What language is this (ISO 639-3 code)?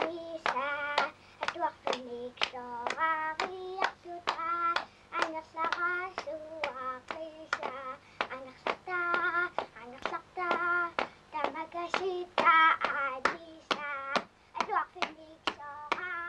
kal